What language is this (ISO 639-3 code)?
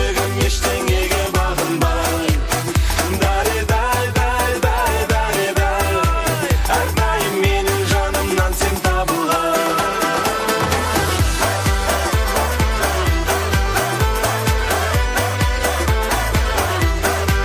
kaz